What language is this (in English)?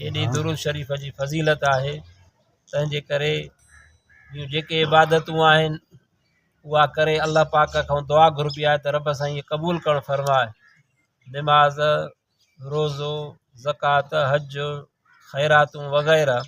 Sindhi